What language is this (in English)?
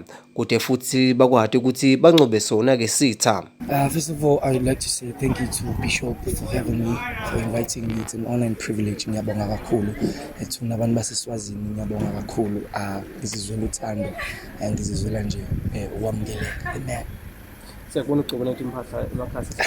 Swati